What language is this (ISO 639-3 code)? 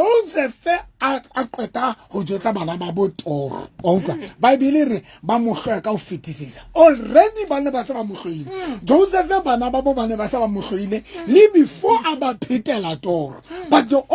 sot